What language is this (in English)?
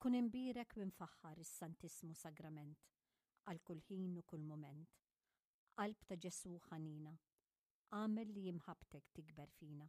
Maltese